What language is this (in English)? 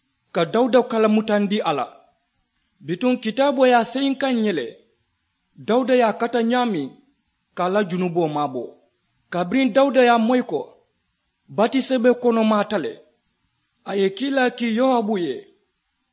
Mandingo